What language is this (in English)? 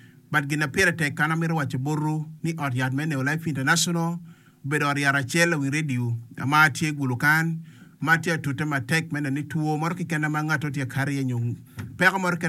Acoli